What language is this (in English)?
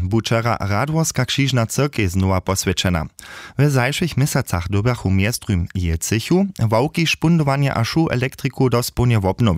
Upper Sorbian